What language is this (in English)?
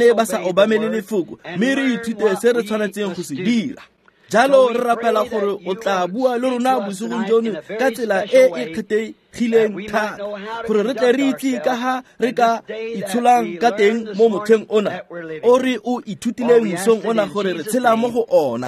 Tswana